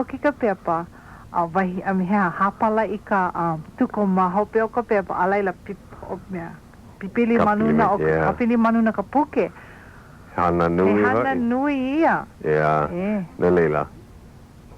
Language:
Hawaiian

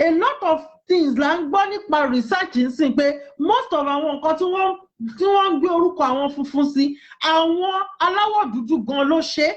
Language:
Yoruba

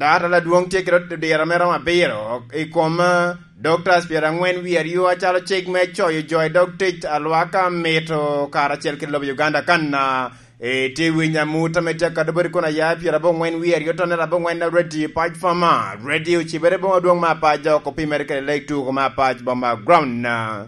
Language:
Lango (Uganda)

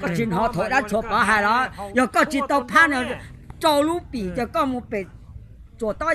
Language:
Hmong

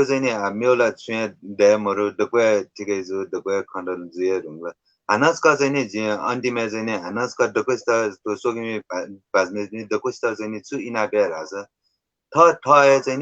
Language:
Newari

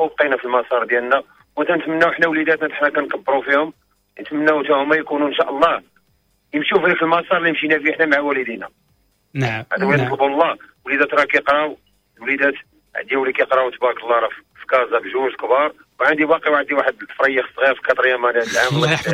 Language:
Moroccan Arabic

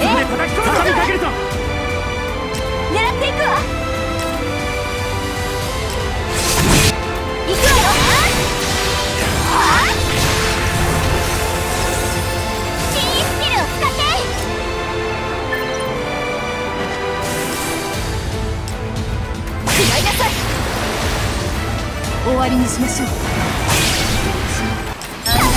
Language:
Japanese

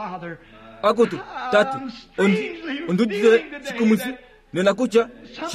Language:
Kuanyama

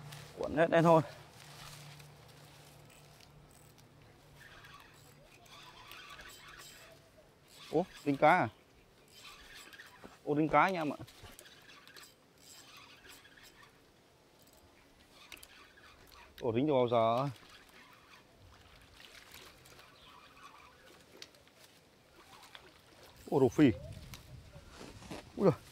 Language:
Vietnamese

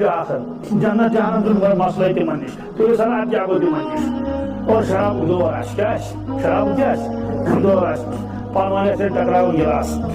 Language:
Kashmiri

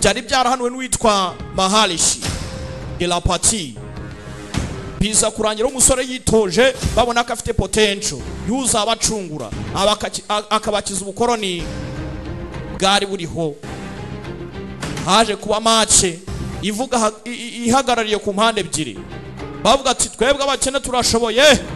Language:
Kinyarwanda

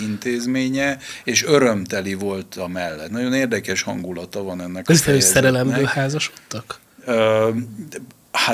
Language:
Hungarian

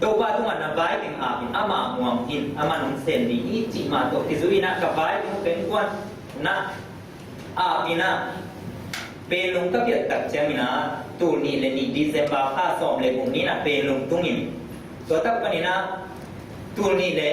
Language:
Tedim Chin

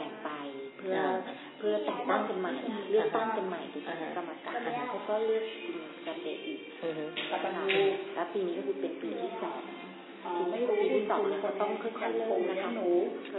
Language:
Thai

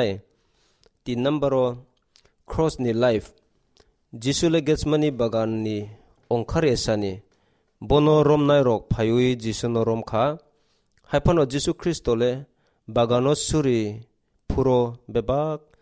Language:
Kok Borok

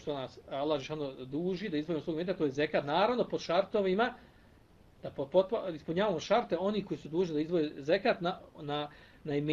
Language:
Bosnian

